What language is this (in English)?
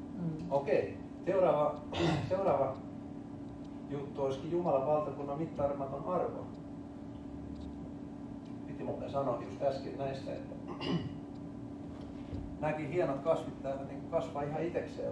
Finnish